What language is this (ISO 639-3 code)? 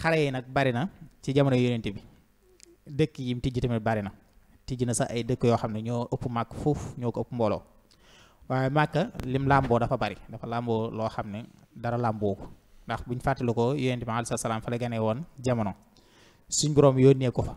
wol